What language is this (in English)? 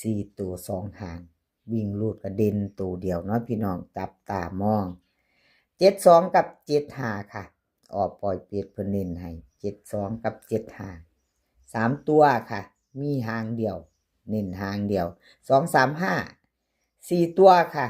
Northeastern Thai